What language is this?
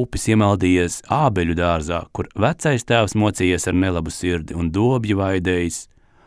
Latvian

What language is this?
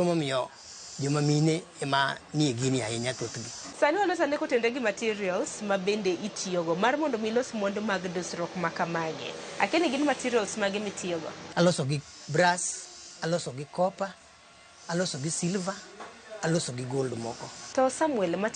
Luo (Kenya and Tanzania)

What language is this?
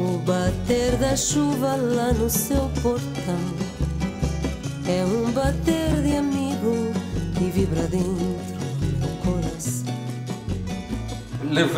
Portuguese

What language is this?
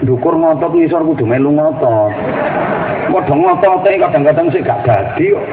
Javanese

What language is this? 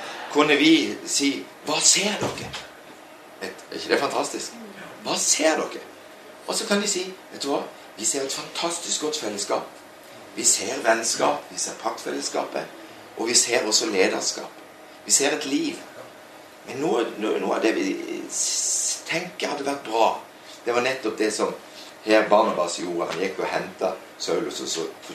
Norwegian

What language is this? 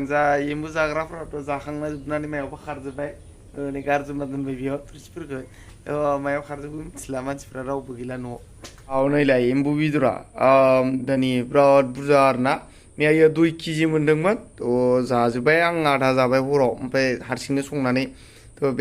Bodo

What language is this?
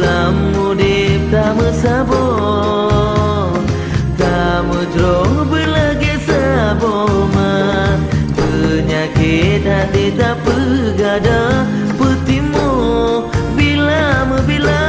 Achinese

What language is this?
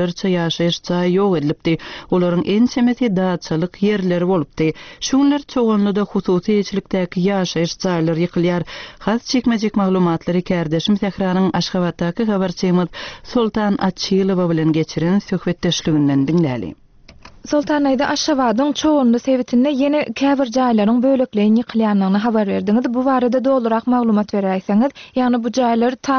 Turkmen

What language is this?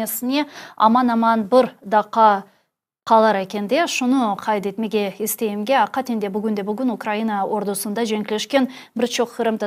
Crimean Tatar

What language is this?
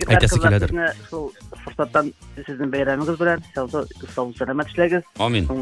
Tatar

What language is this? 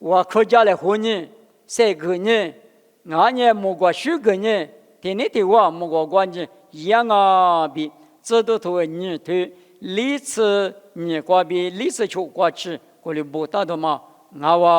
Lisu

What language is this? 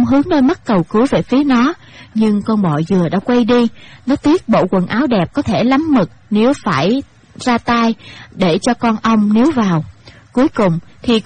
Vietnamese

